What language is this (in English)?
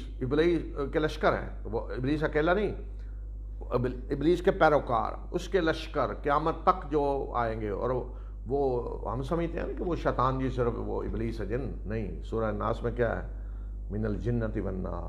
Urdu